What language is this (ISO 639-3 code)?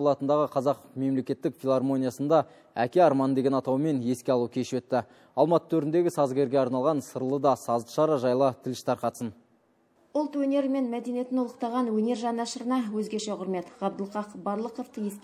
kaz